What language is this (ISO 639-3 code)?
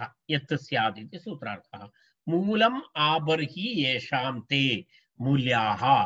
san